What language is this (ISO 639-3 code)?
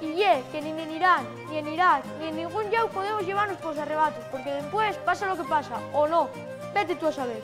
ast